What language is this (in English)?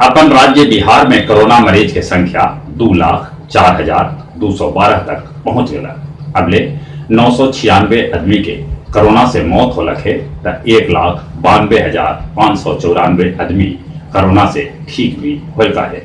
Magahi